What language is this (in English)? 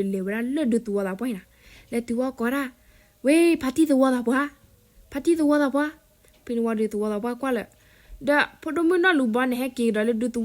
S'gaw Karen